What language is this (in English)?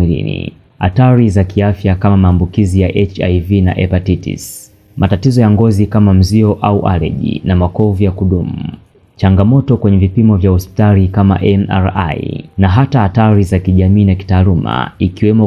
Swahili